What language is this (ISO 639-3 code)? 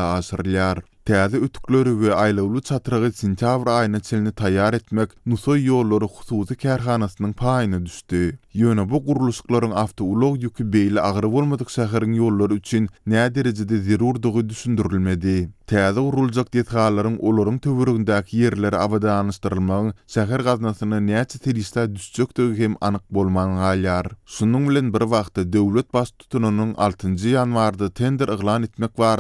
tuk